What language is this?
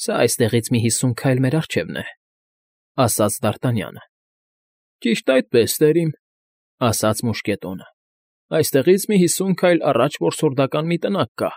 Armenian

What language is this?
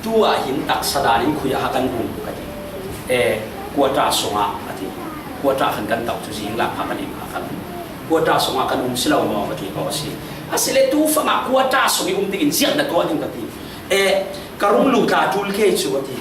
Falam Chin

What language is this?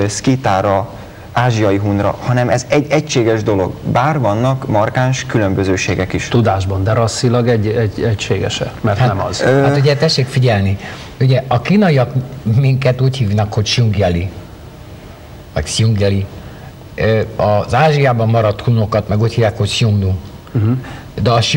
Hungarian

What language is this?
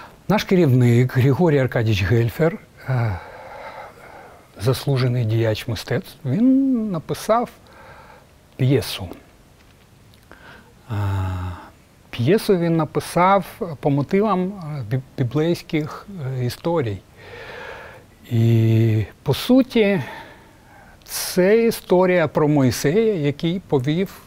Ukrainian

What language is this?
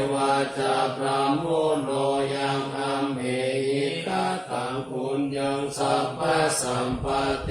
Pali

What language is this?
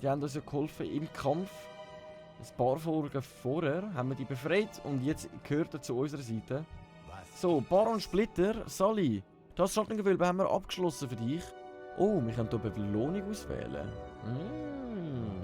Swiss German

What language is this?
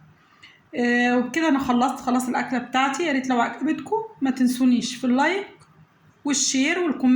Egyptian Arabic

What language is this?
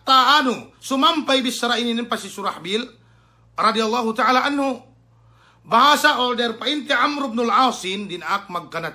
Yakan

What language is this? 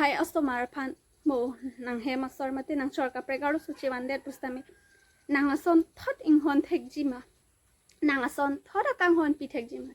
Karbi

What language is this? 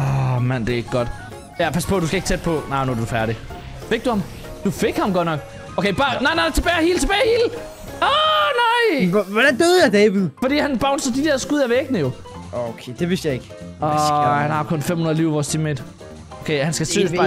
Danish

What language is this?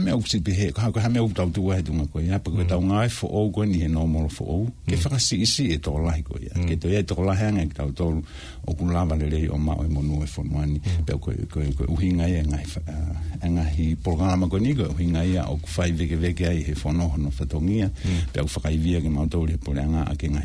Tongan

